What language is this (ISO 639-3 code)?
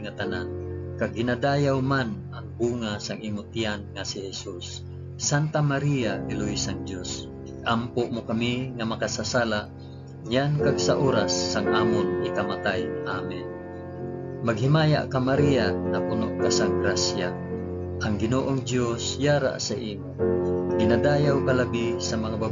hil